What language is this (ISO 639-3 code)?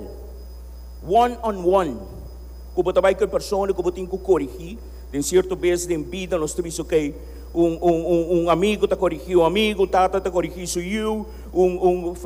pap